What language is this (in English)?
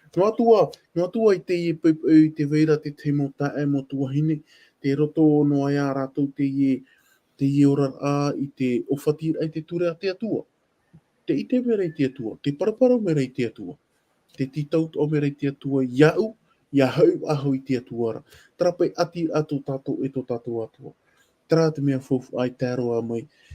Tahitian